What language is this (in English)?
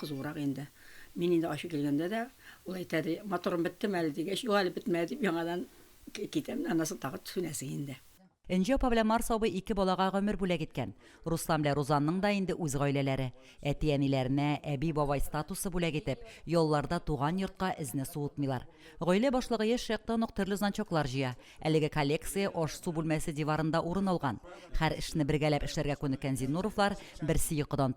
Tatar